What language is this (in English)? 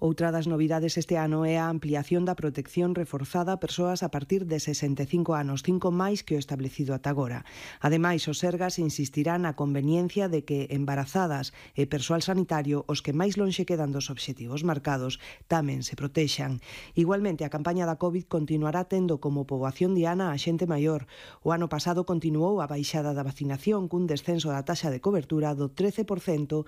Galician